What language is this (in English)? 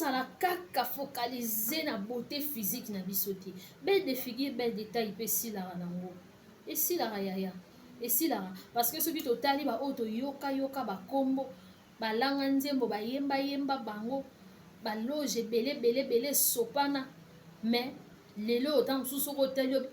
Lingala